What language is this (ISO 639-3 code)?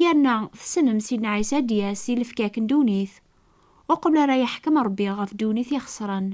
kab